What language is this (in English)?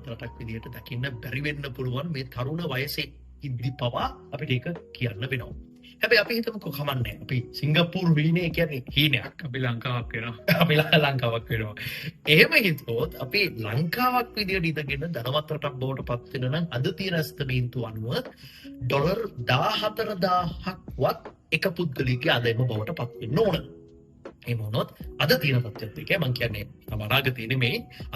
Sinhala